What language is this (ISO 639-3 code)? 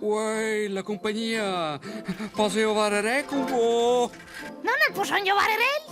roh